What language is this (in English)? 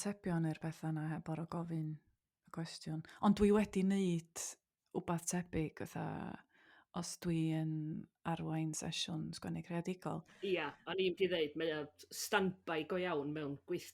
Welsh